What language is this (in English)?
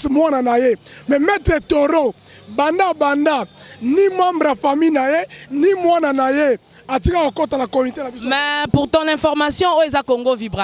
Lingala